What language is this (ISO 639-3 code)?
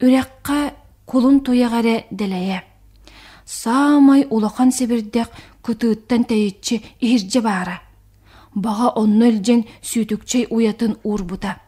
sah